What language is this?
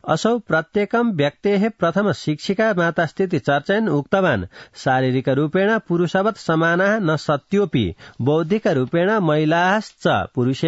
Sanskrit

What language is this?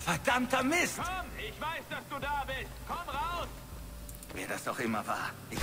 Bavarian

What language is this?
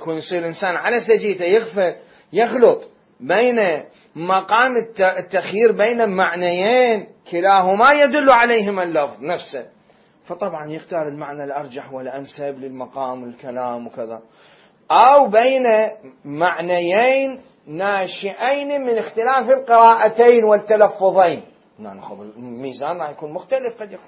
Mesopotamian Arabic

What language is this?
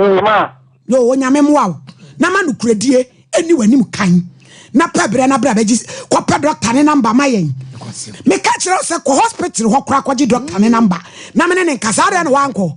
Akan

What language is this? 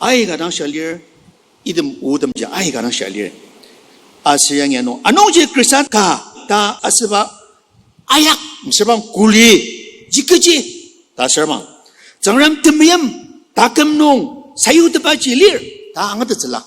Ao Naga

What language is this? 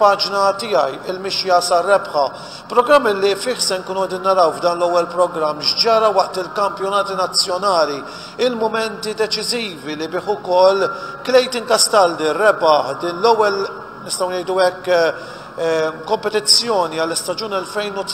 Maltese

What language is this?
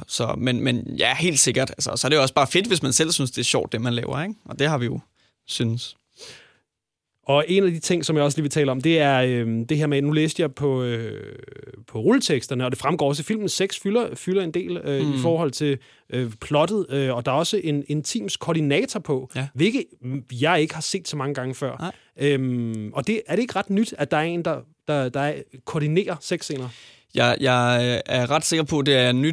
Danish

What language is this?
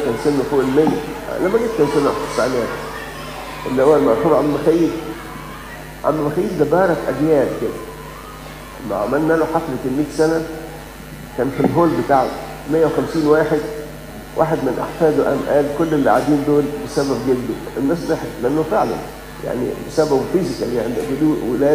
Egyptian Arabic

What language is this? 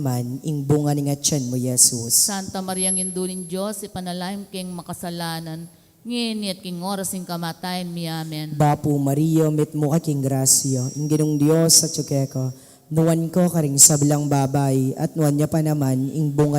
Pampanga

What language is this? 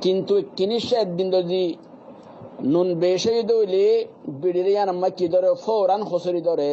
Rohingya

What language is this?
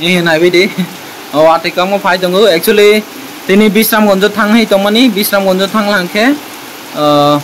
Kok Borok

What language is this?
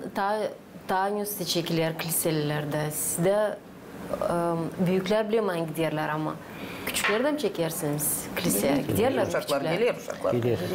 Gagauz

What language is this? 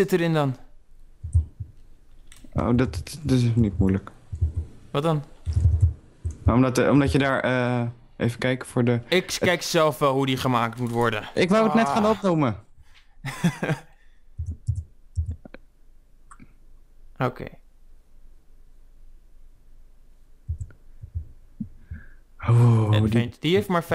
Dutch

